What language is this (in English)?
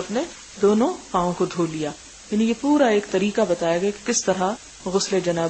Urdu